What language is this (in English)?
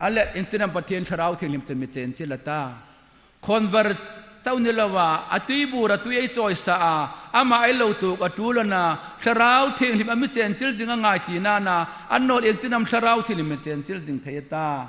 Hmar